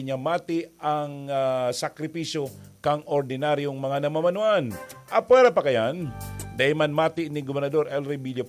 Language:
Bikol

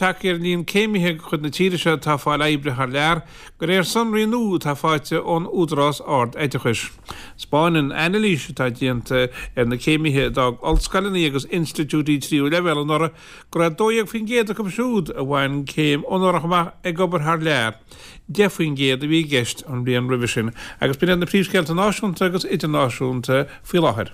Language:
Irish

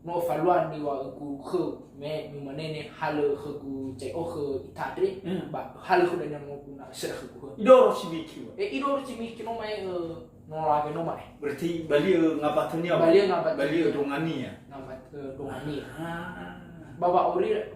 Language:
Nias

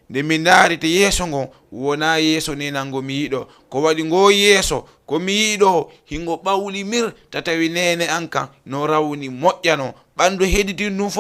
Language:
Fula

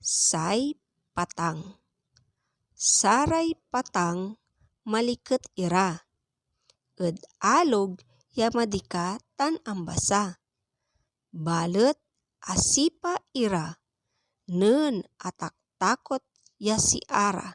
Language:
Pangasinan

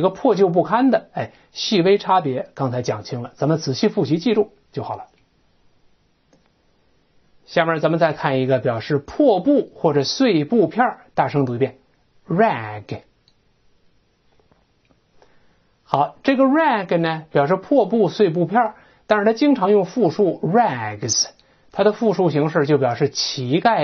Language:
Chinese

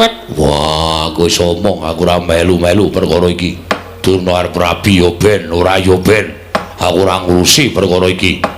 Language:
Javanese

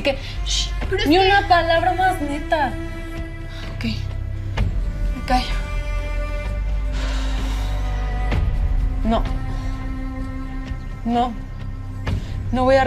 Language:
Spanish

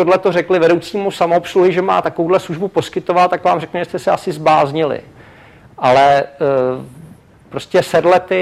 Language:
Czech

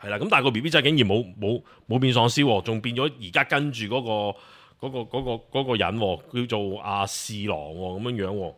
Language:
Cantonese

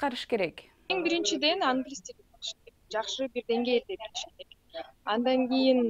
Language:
Kyrgyz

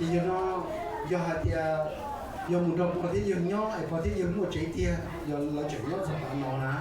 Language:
Hmong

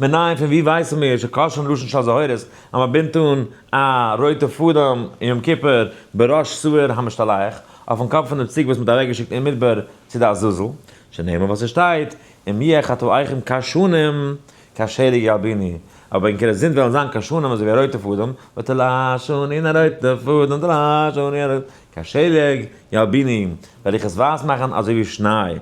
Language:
Yiddish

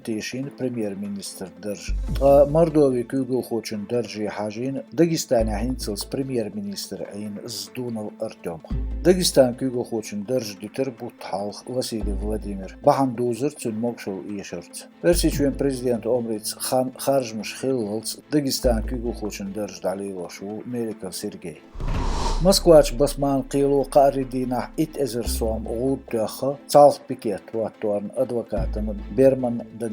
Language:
Chechen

